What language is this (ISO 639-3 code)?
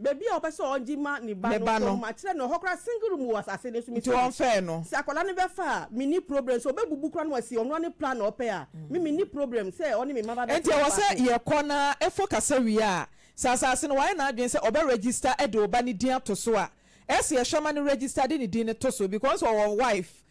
aka